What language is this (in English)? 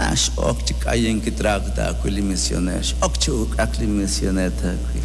Kekchí